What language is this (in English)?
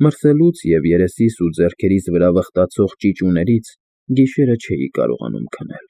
Armenian